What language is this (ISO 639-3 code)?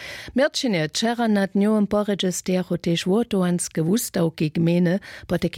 hsb